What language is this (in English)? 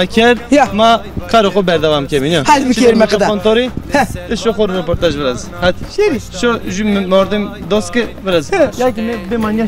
Zaza